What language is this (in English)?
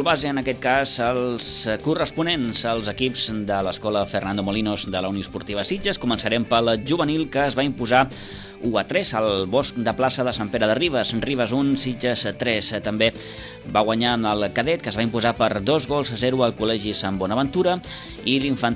Catalan